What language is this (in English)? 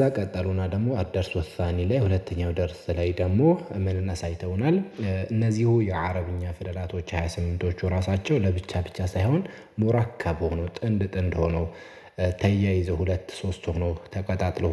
Amharic